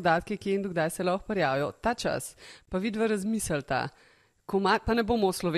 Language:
Slovenian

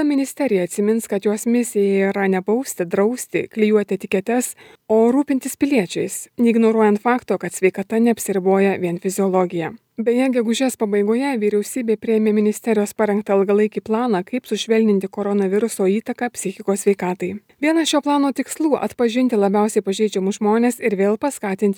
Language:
Lithuanian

